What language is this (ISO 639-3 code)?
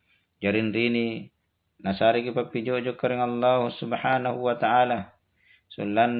mak